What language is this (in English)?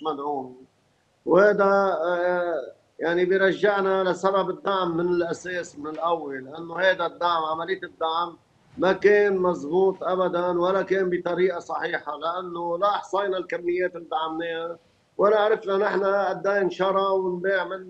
North Levantine Arabic